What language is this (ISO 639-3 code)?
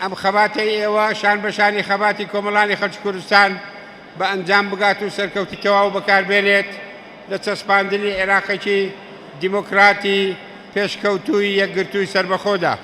ckb